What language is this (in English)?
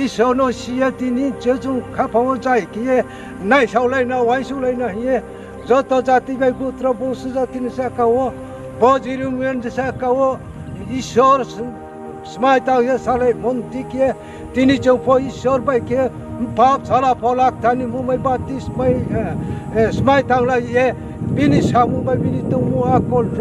Riang (India)